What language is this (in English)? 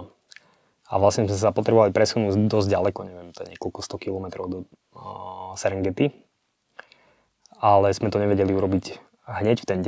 Slovak